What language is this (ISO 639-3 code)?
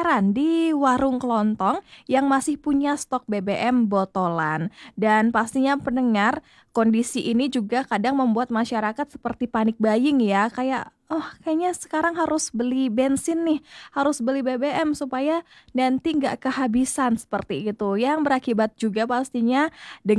ind